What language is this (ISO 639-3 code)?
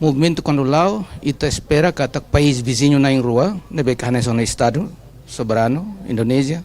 tet